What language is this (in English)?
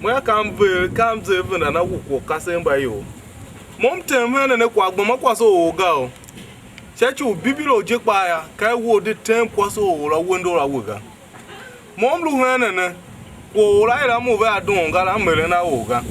Tiv